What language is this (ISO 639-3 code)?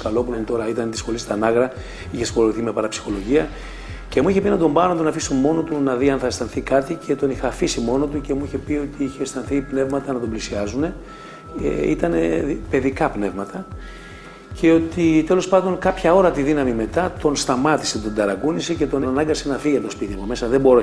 ell